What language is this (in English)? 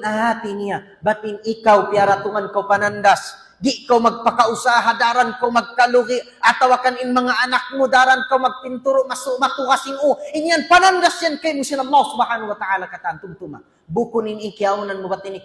Tausug